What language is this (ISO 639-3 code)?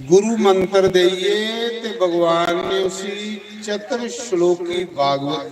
doi